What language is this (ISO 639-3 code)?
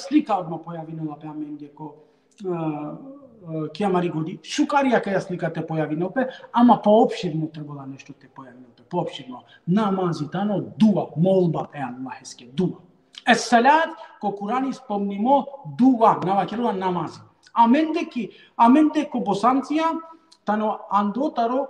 rmn